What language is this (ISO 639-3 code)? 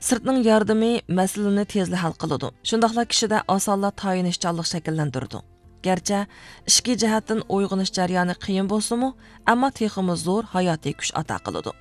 uig